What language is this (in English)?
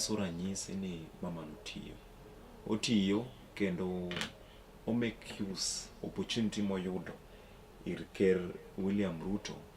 Luo (Kenya and Tanzania)